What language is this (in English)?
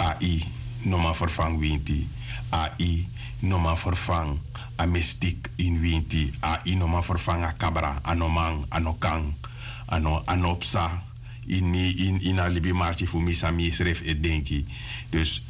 Sranan Tongo